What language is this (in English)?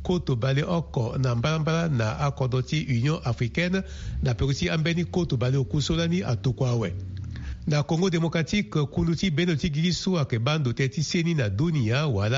Sango